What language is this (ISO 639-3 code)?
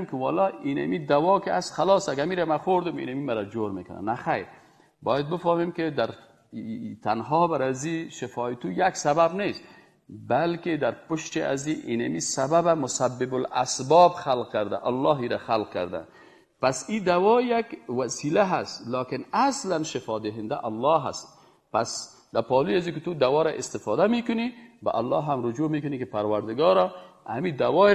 fas